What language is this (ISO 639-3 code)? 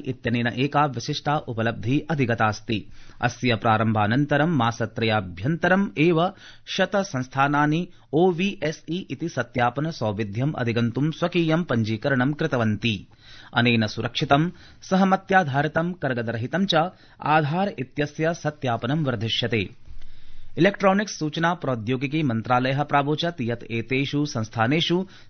san